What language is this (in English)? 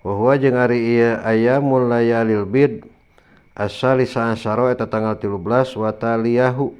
Sundanese